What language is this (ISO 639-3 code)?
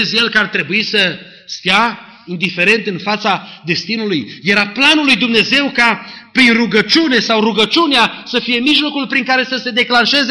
ron